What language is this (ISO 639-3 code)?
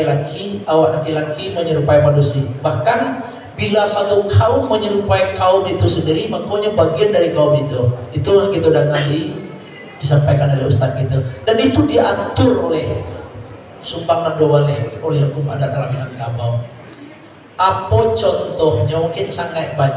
min